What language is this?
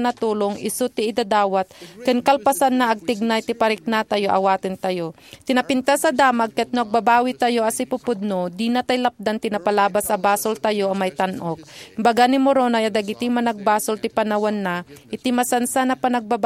Iloko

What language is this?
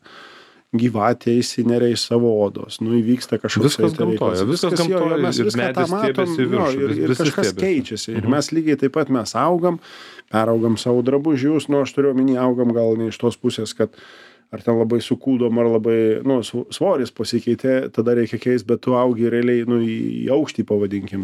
Lithuanian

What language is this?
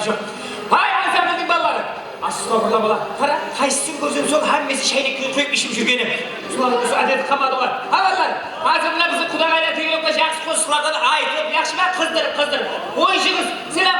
Kara-Kalpak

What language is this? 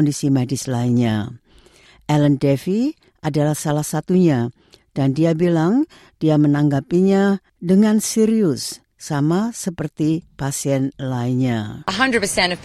Indonesian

